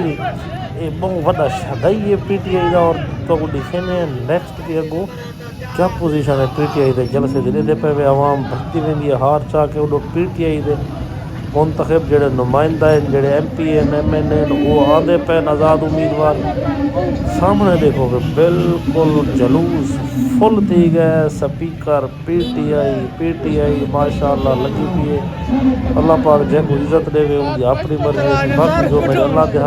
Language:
Saraiki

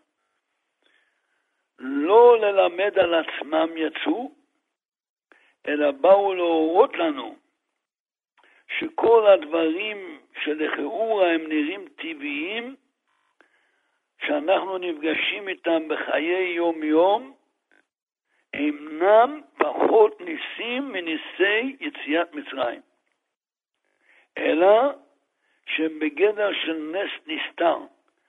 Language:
Hebrew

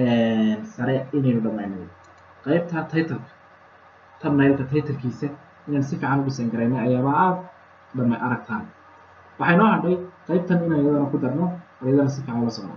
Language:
Somali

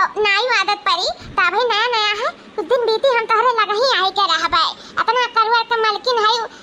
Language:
Awadhi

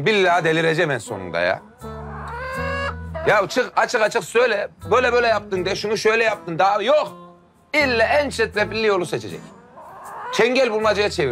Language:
Turkish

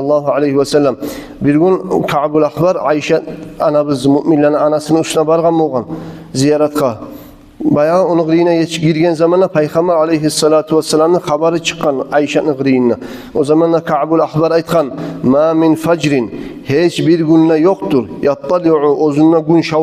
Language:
Kumyk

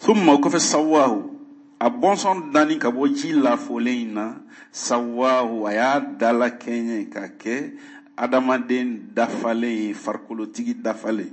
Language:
Bambara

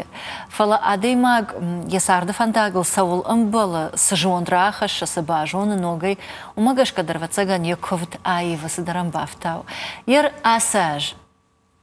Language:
Ossetic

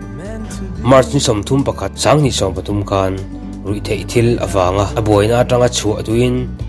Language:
Mizo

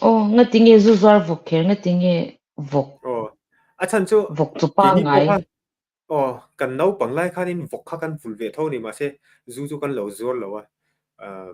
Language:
Mizo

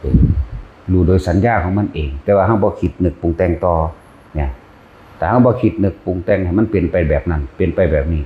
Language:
Northeastern Thai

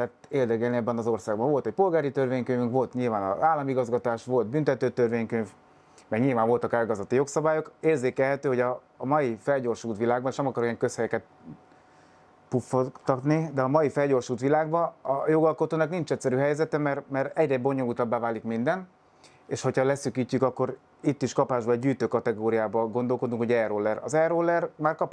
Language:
Hungarian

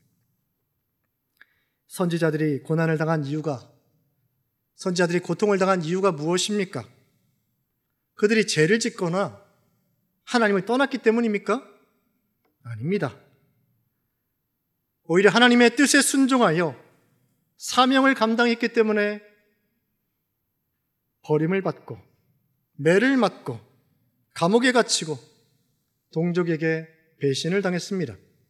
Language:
Korean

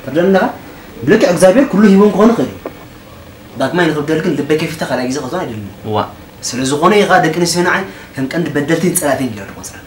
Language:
Tigrinya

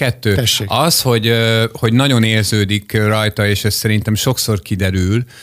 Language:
Hungarian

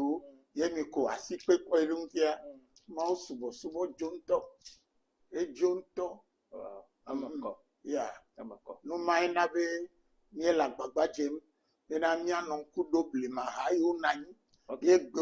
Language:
Ewe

